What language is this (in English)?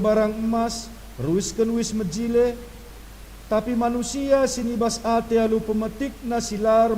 Batak Karo